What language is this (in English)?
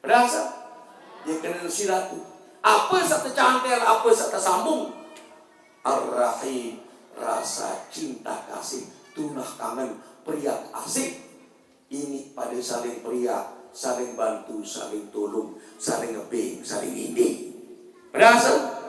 Sasak